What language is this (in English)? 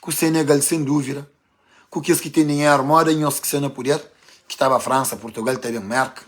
Kabuverdianu